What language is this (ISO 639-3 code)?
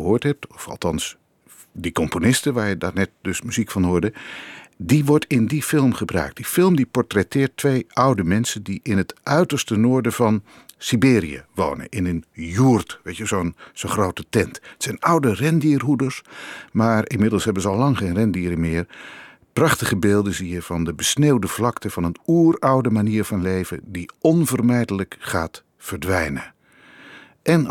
nld